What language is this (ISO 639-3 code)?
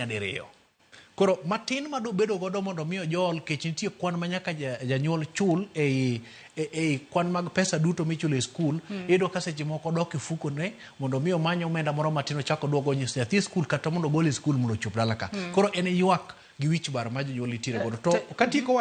luo